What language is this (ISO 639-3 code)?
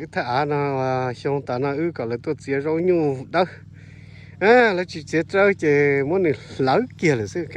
hmn